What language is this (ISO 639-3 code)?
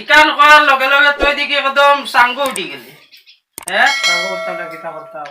syl